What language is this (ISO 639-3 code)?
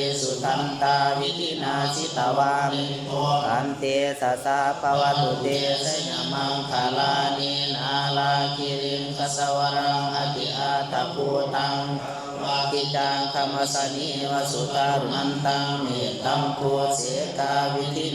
pli